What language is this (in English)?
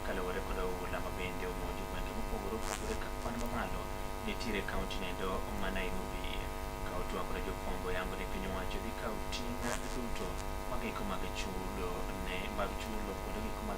Luo (Kenya and Tanzania)